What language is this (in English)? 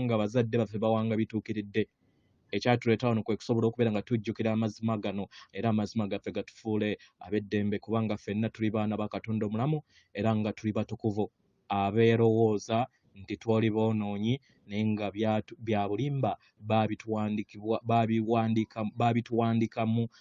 Ganda